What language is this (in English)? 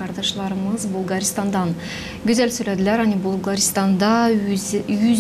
Gagauz